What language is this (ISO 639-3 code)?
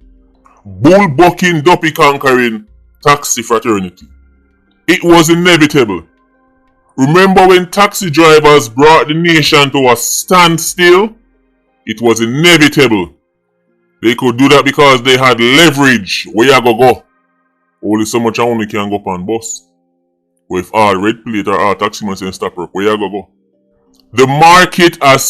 jam